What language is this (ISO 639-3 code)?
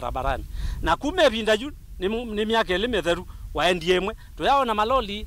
kam